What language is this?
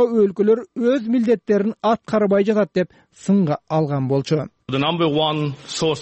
Kyrgyz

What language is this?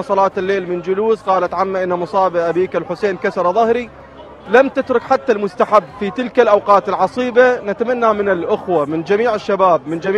Arabic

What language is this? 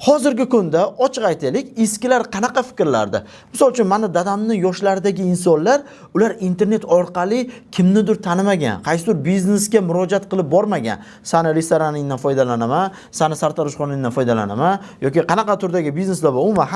Uzbek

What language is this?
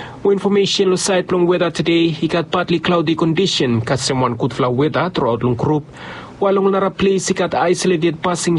Bislama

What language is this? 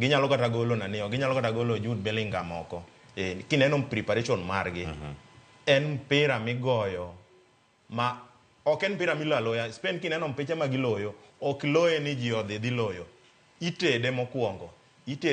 Luo (Kenya and Tanzania)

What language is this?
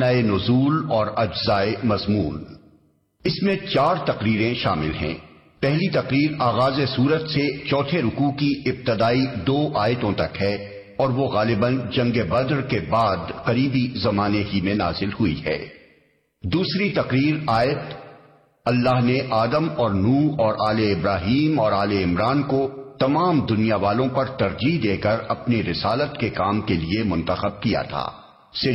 Urdu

